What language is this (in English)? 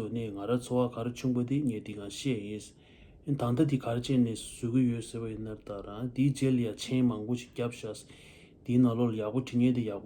Tibetan